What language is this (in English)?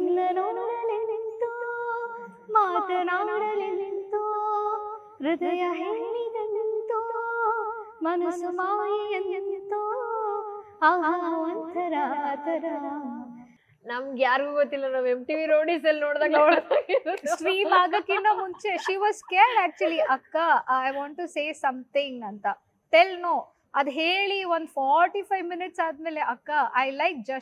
Kannada